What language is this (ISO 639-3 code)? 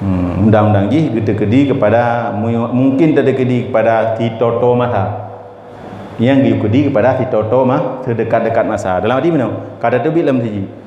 ace